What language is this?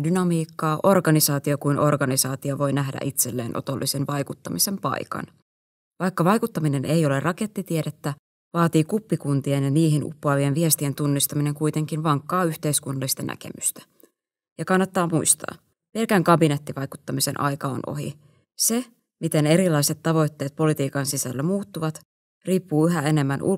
Finnish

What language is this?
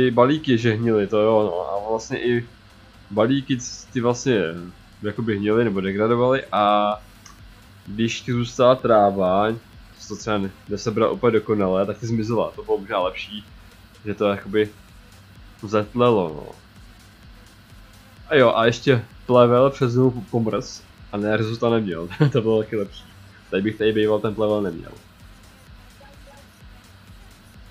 Czech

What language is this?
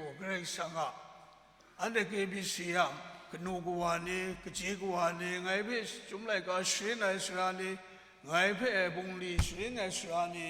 Kachin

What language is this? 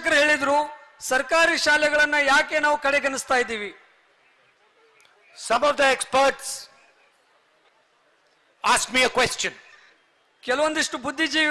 Kannada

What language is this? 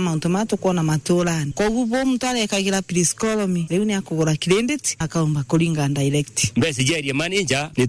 Meru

